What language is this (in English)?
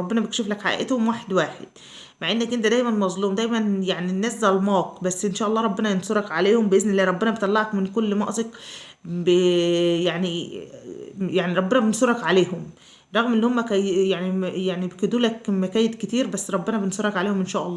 Egyptian Arabic